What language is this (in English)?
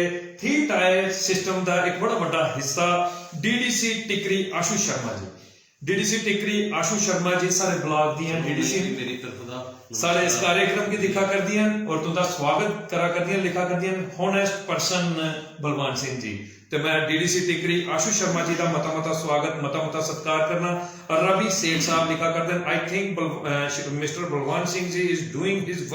Dogri